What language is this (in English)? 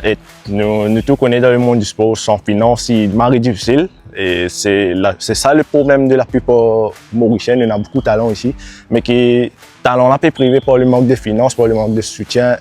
Morisyen